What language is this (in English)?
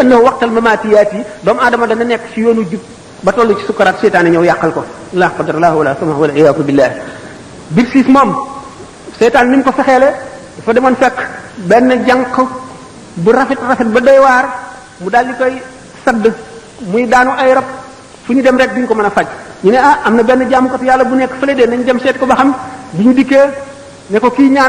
Wolof